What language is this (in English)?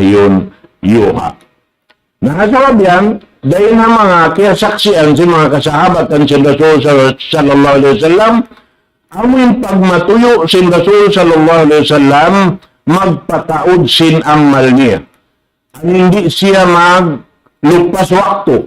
Tausug